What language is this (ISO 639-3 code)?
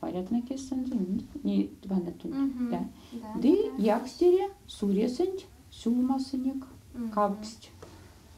myv